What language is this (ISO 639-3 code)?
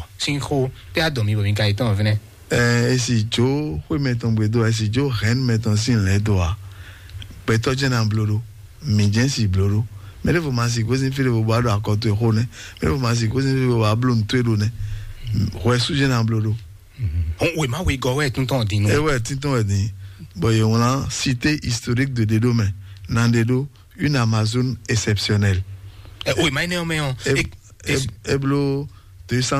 fon